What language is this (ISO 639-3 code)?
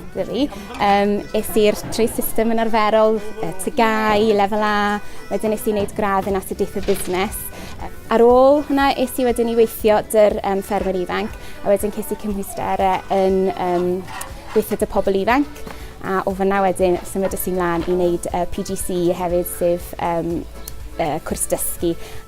cym